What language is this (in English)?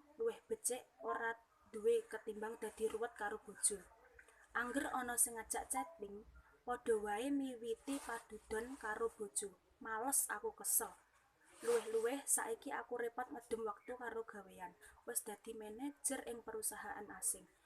Javanese